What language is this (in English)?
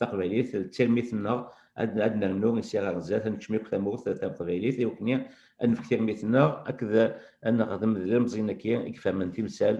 Kabyle